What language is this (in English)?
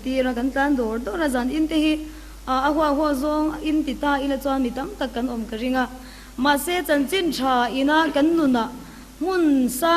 Mizo